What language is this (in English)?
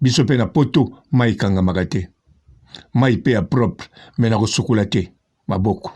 Lingala